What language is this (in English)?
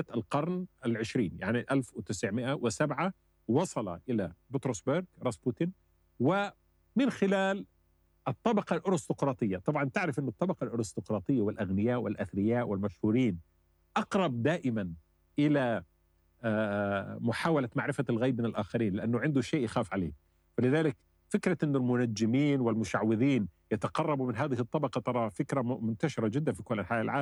Arabic